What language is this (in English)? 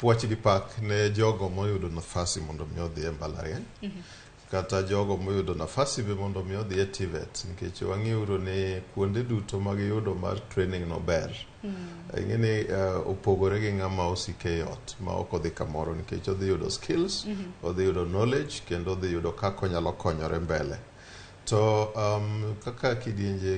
Luo (Kenya and Tanzania)